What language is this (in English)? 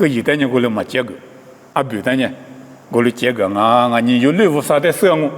Lisu